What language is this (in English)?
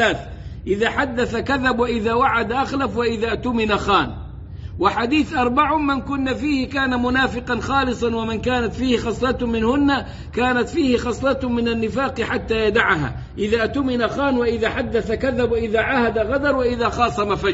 Arabic